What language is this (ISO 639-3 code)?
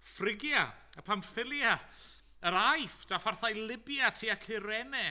cym